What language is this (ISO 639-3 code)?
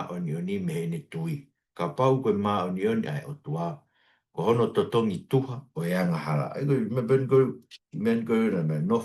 ton